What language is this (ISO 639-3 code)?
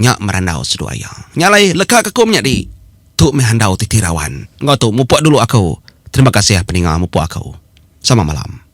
iba